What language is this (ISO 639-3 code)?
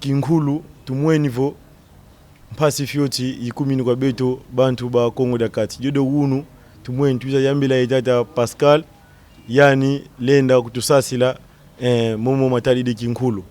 kon